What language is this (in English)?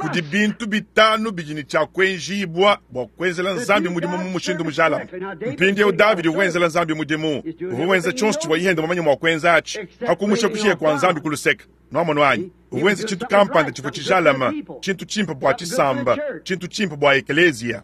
Luba-Lulua